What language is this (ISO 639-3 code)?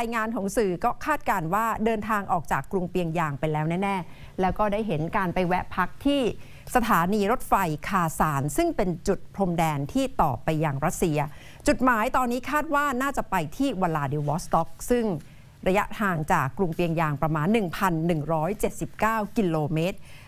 tha